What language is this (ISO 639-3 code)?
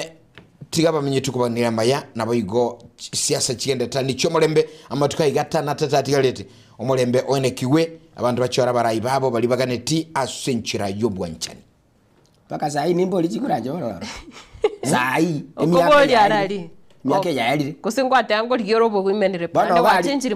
guz